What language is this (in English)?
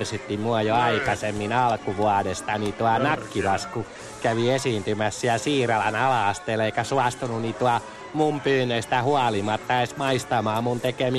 Finnish